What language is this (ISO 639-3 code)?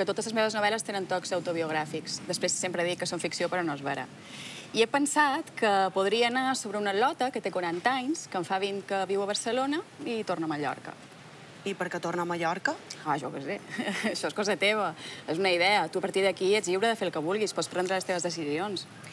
cat